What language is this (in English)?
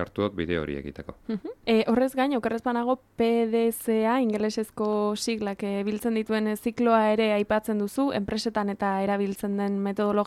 Basque